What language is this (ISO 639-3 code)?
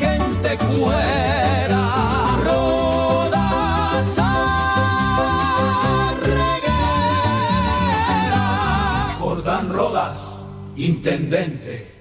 grn